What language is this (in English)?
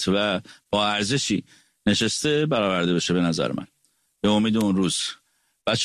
Persian